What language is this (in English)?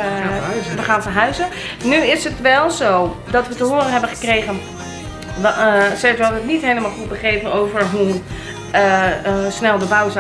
Dutch